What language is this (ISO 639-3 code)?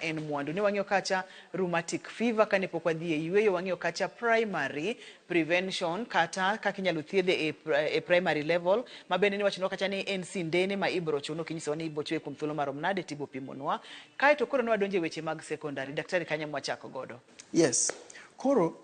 luo